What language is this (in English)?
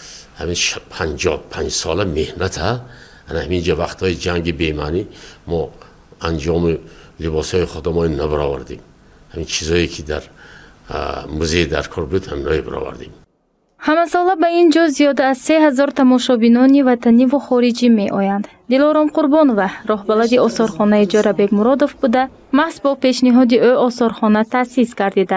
Tajik